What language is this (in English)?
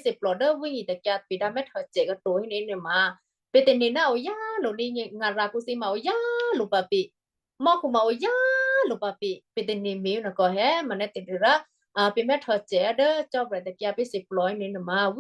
Western Kayah